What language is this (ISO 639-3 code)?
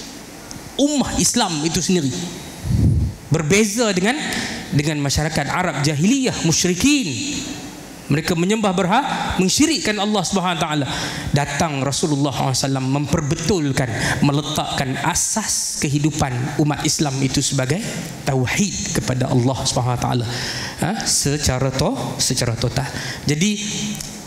msa